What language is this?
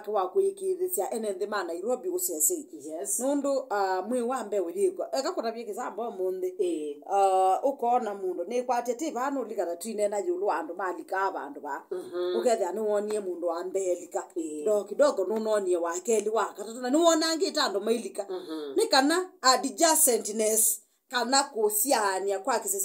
Kamba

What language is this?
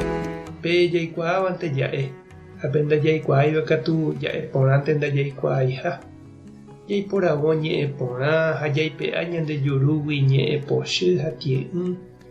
Guarani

